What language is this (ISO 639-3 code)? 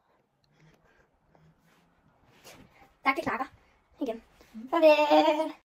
dan